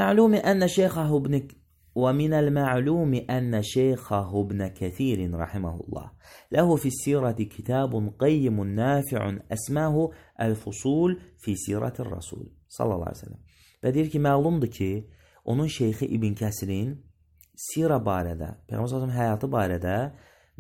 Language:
Azerbaijani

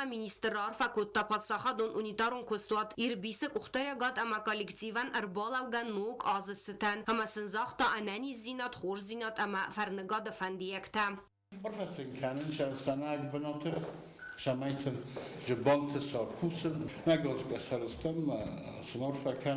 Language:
Ossetic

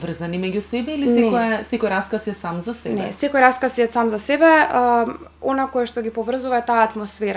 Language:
Macedonian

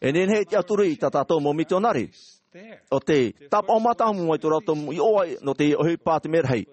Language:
Tahitian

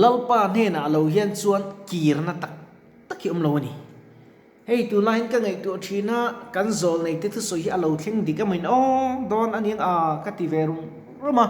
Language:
Mizo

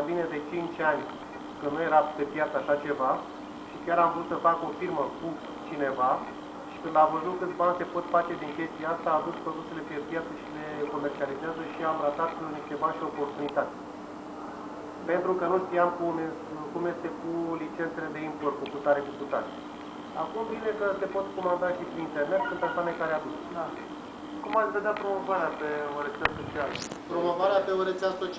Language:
Romanian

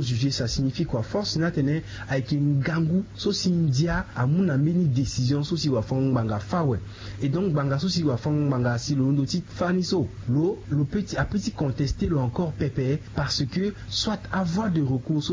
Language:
Sango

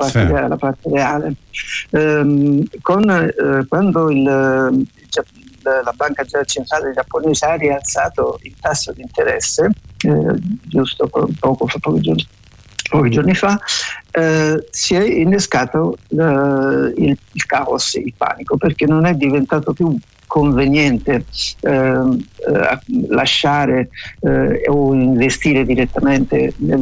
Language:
Italian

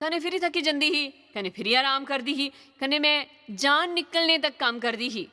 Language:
Dogri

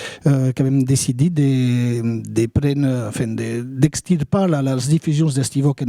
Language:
Occitan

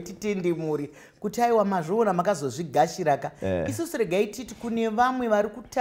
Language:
Shona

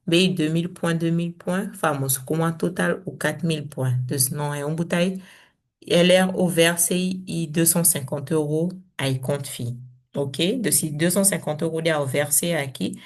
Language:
Saramaccan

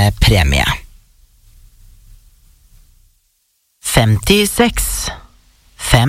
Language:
Norwegian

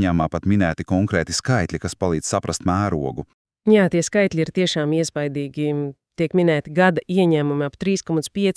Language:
Latvian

